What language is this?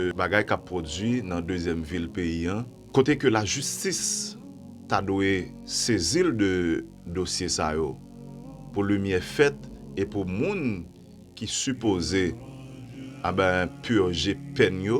Haitian Creole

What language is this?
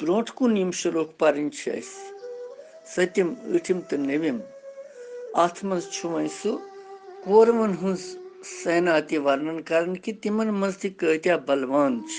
Kashmiri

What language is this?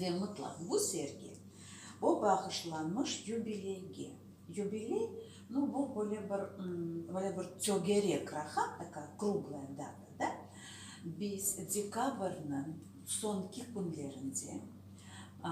Crimean Tatar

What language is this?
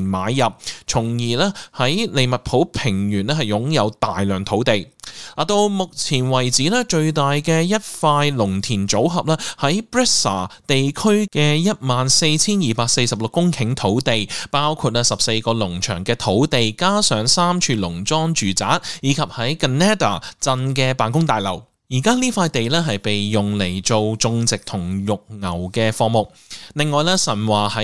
Cantonese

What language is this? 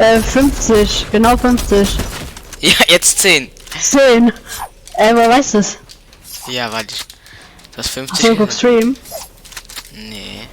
Swiss German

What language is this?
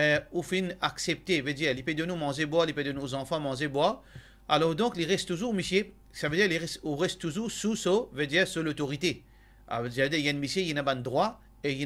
Morisyen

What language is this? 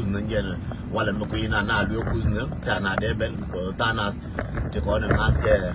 Nuer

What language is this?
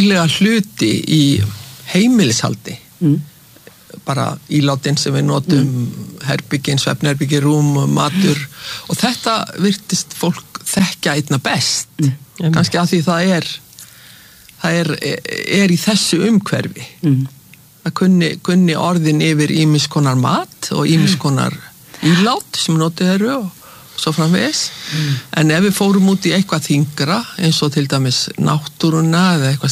Icelandic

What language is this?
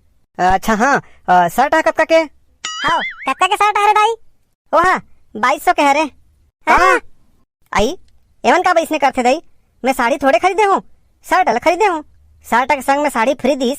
Chhattisgarhi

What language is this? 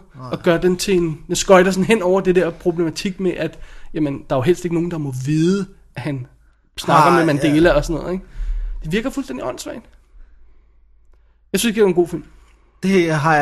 Danish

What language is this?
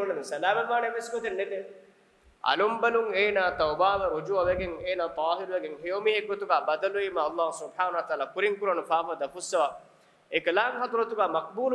Divehi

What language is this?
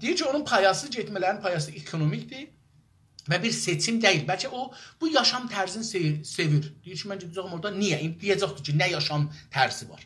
South Azerbaijani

